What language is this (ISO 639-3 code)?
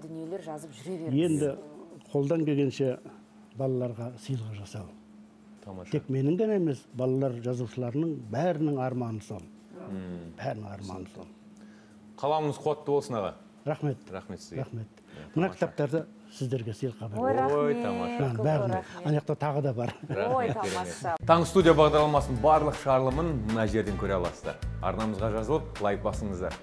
kaz